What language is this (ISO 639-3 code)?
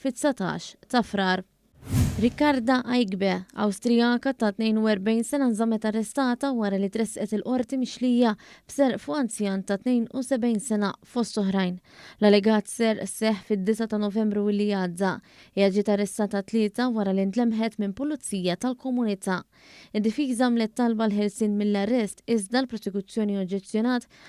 mlt